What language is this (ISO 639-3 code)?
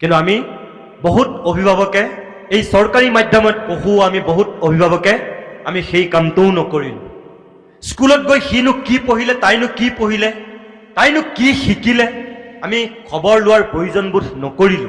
asm